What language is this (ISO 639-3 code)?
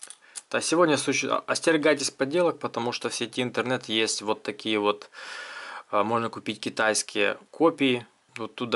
rus